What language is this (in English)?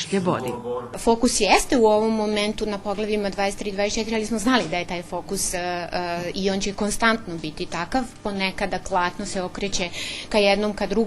Rusyn